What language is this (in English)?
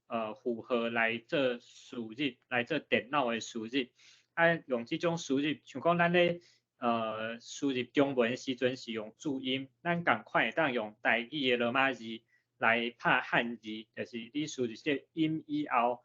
Min Nan Chinese